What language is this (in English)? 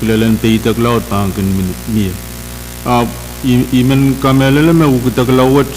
Pohnpeian